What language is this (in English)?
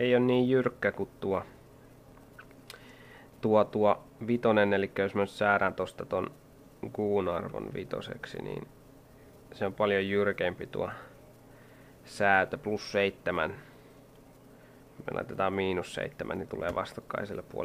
Finnish